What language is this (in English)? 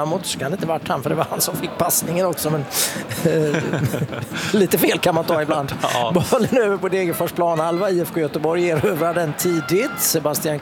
Swedish